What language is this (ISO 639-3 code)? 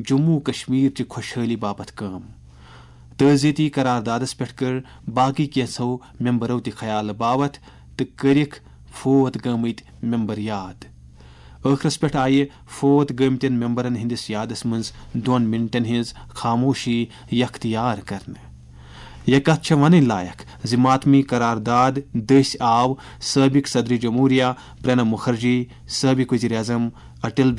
kas